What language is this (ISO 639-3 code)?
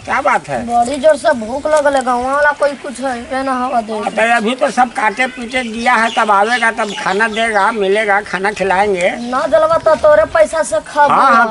mag